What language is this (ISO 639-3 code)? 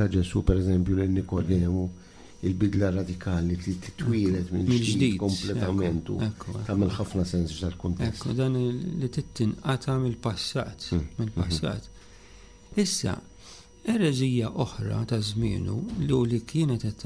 mlt